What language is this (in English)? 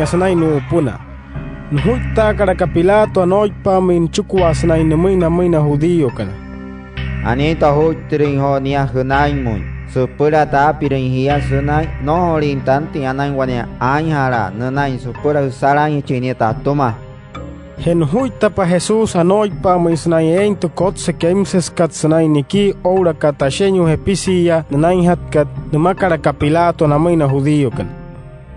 Wayuu